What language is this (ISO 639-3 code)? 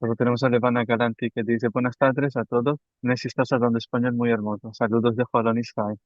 lad